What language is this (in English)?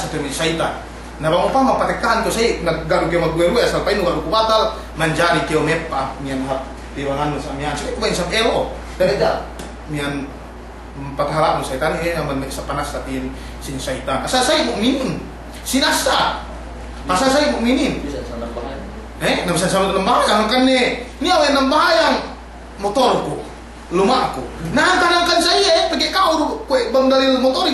Yakan